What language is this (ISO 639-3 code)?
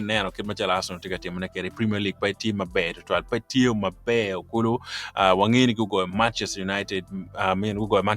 ach